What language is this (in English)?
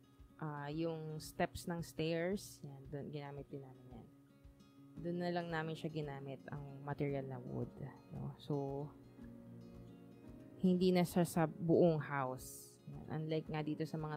Filipino